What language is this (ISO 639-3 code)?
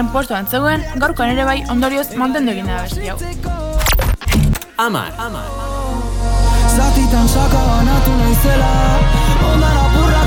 eus